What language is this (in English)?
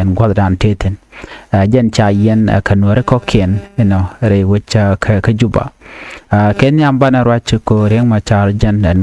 Nuer